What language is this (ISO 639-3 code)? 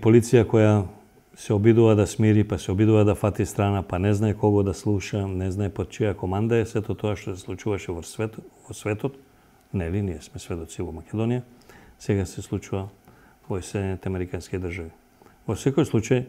mkd